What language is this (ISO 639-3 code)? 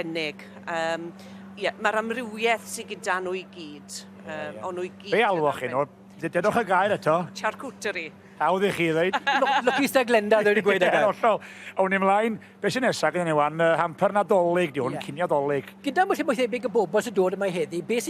cym